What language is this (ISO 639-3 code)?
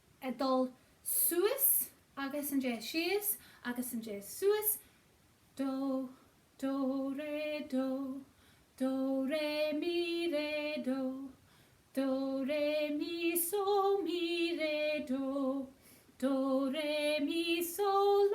gla